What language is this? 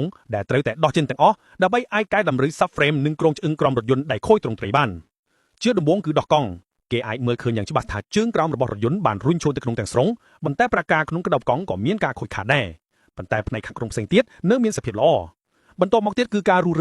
Khmer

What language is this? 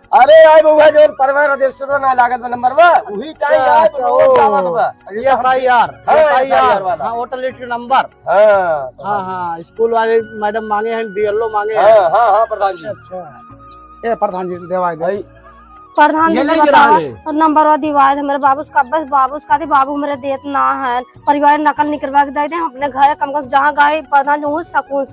Awadhi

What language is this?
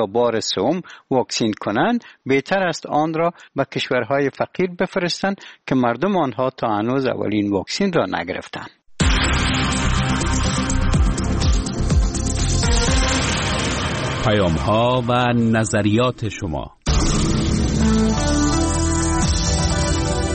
Persian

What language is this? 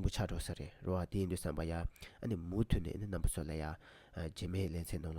Tibetan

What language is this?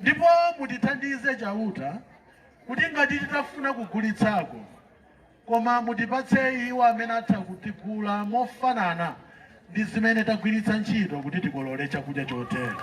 Nyanja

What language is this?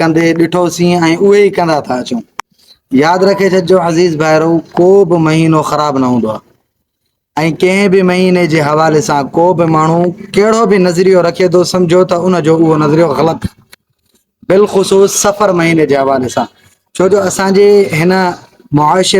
Sindhi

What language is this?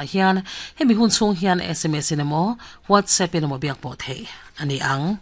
Mizo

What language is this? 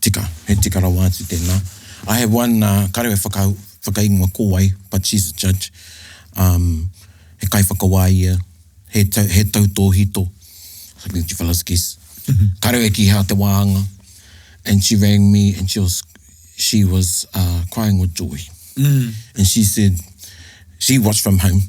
Māori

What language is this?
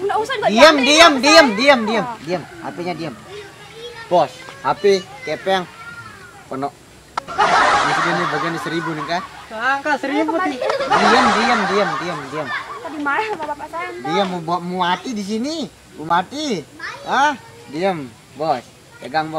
Sasak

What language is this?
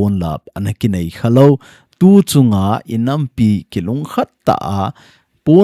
Thado Chin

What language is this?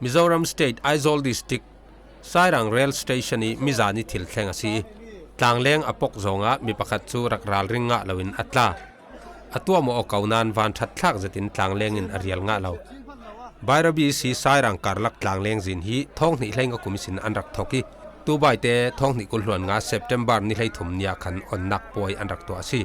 Falam Chin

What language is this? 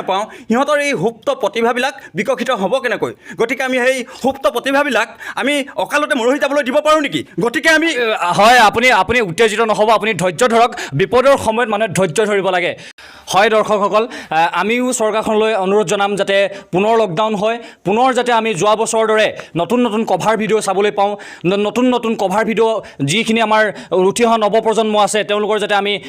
Assamese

